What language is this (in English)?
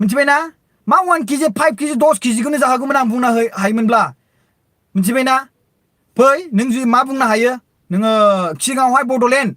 Bodo